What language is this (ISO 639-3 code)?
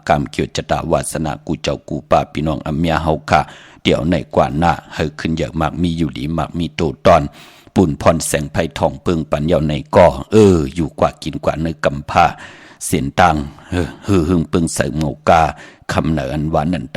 shn